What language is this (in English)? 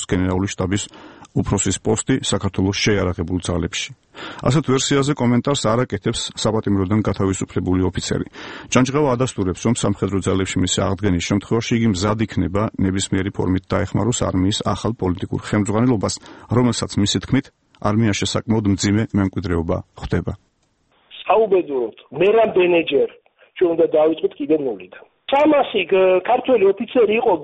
Georgian